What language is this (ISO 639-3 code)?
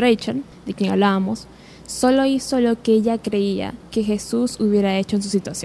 spa